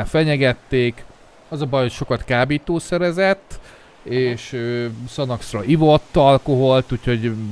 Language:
Hungarian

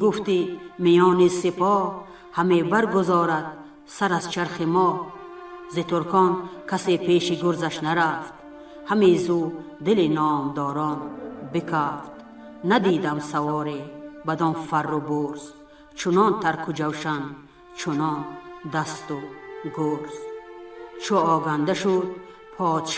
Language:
Tajik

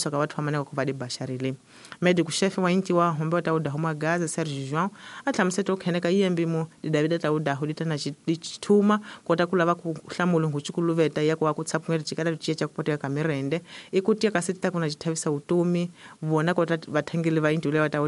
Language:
Tsonga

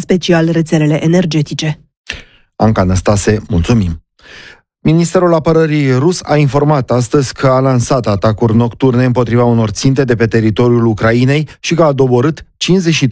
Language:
Romanian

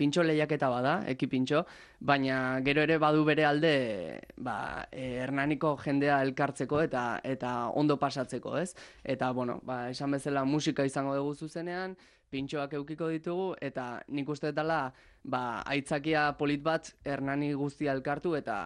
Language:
Basque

